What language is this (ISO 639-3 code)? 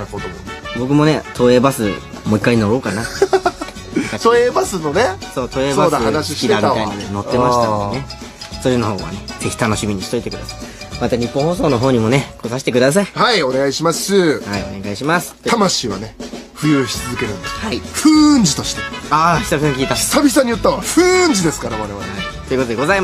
jpn